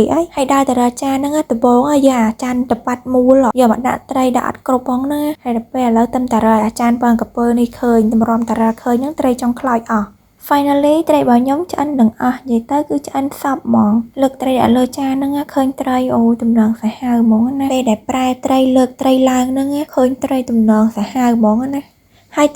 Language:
Khmer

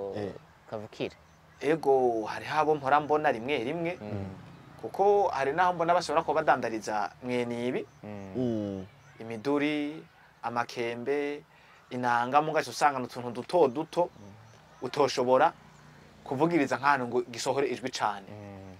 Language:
Rundi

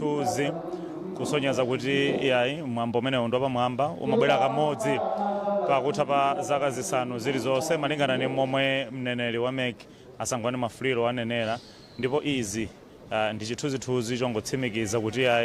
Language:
Nyanja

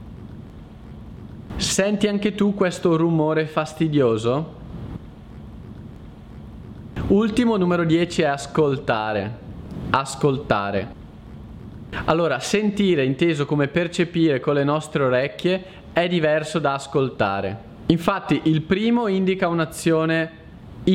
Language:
Italian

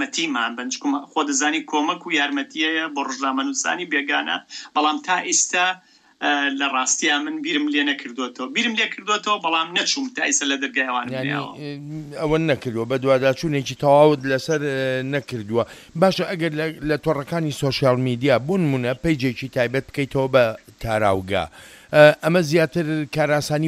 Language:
Central Kurdish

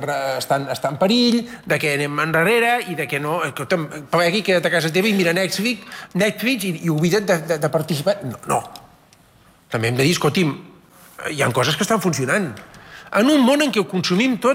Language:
Catalan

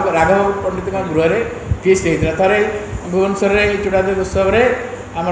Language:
Odia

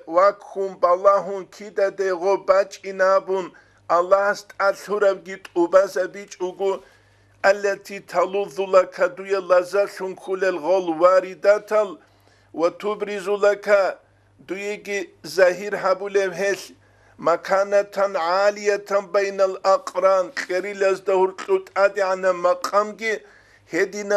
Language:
Avaric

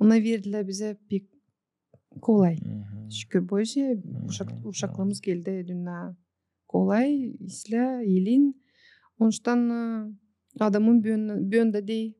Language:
Gagauz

